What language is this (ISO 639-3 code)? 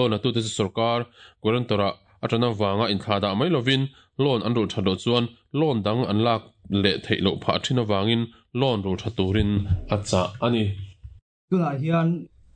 lus